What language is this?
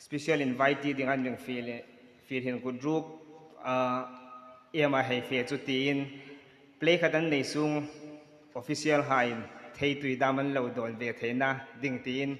Hmar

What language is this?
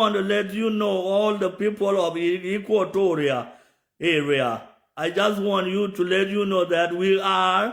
Nuer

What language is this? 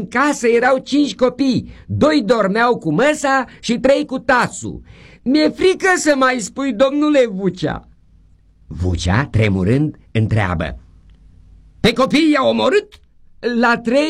Romanian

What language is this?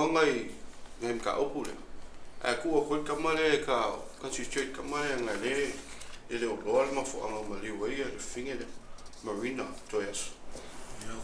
Samoan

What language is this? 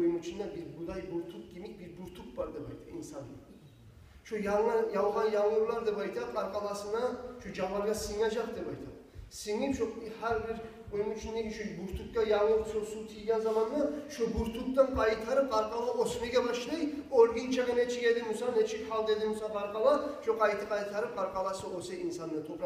Kumyk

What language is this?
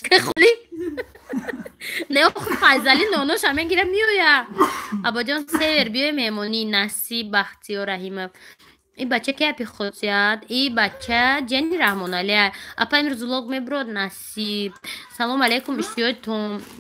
Tajik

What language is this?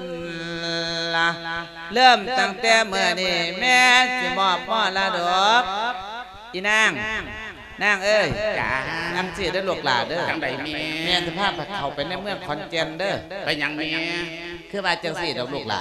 Lao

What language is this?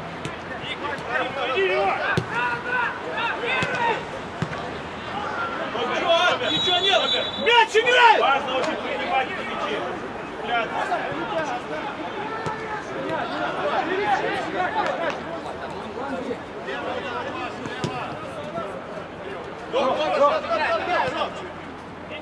Russian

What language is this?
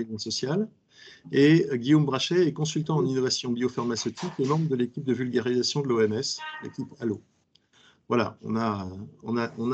French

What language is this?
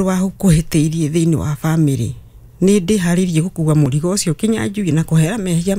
Kikuyu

